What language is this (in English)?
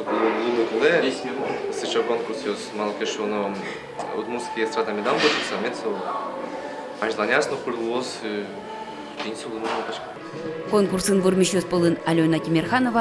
Udmurt